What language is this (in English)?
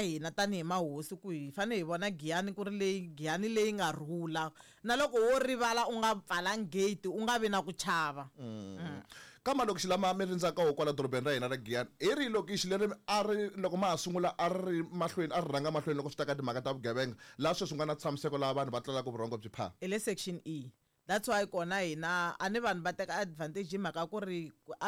Tsonga